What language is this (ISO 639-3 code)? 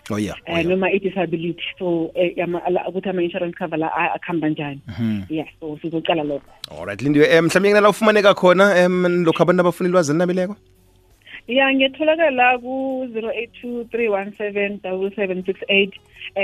nbl